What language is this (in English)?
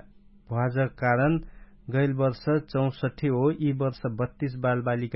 Dangaura Tharu